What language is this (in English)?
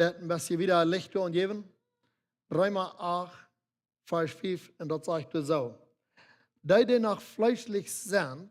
Plautdietsch